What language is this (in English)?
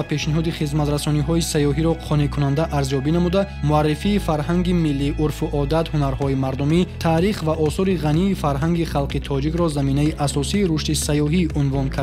Tajik